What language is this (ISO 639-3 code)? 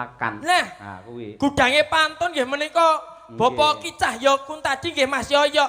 jav